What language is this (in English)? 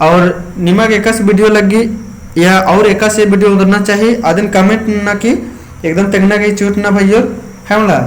Kurukh